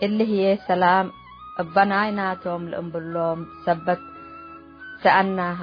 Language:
Tigre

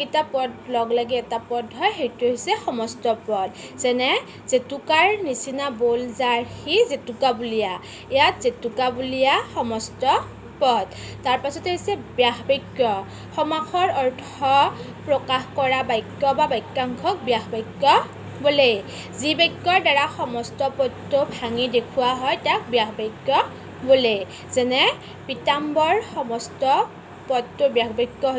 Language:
Assamese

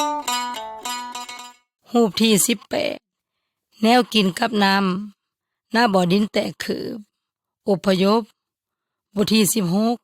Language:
Yoy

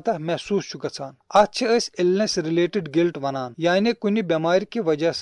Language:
Kashmiri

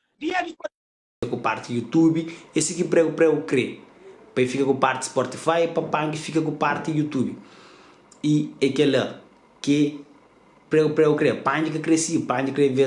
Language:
Kabuverdianu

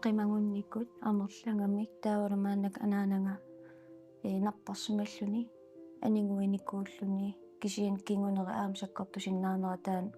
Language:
Kalaallisut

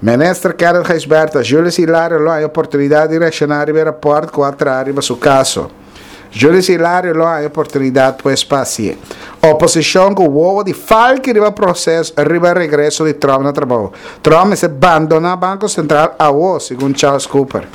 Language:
Papiamento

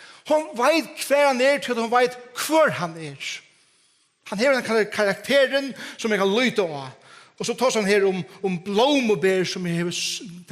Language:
Faroese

